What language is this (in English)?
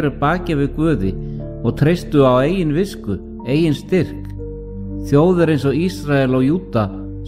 Icelandic